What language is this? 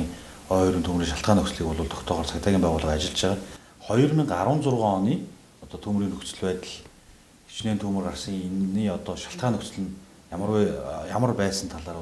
Mongolian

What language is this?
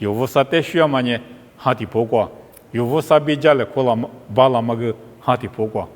Lisu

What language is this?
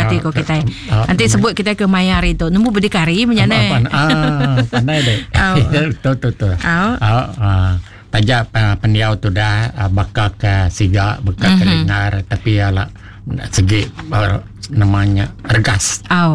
Iban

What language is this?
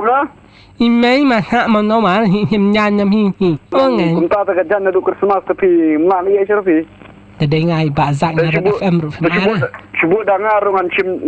Khasi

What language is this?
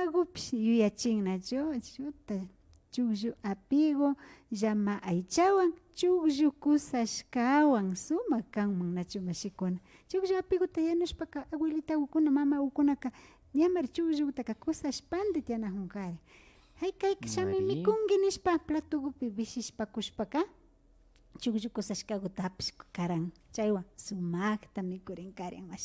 Imbabura Highland Quichua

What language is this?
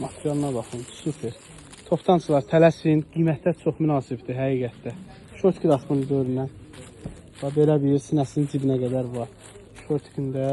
Azerbaijani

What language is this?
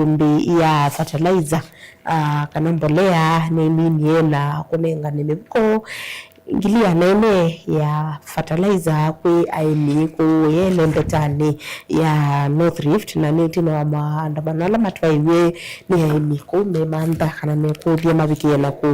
Kamba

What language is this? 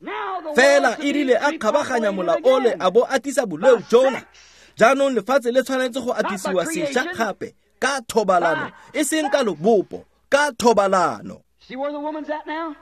Tswana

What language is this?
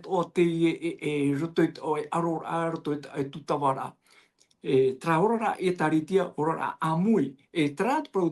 Tahitian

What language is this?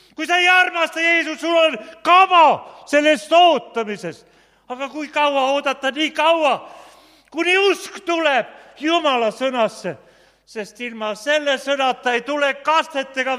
Estonian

